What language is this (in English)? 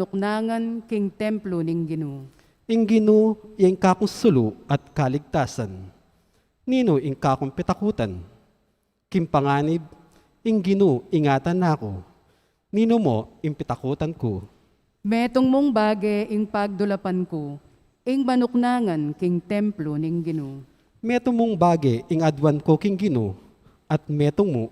Pampanga